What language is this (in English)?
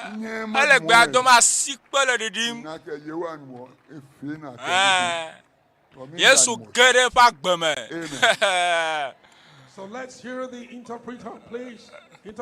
Ewe